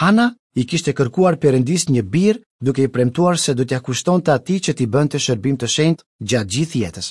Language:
Albanian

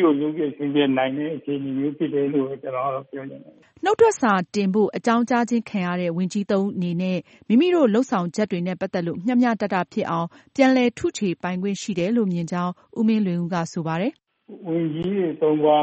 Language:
Burmese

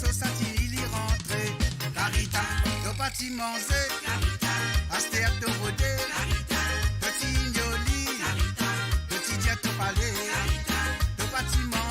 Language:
Morisyen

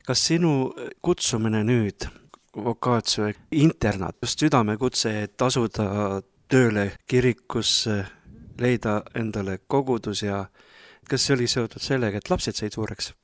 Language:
Estonian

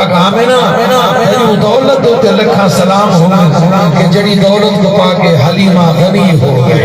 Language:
Saraiki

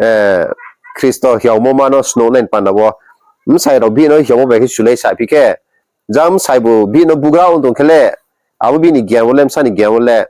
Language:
Riang (India)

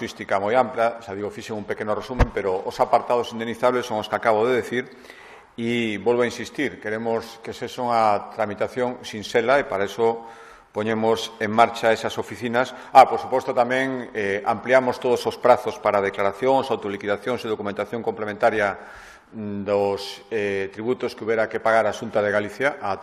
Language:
Galician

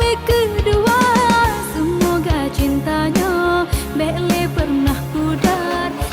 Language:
Achinese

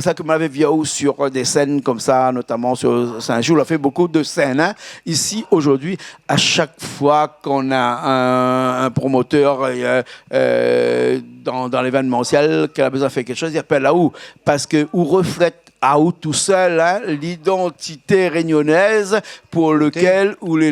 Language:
Réunion Creole French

